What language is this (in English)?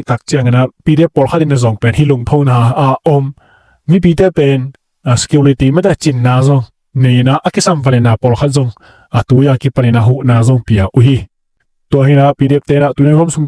Tedim Chin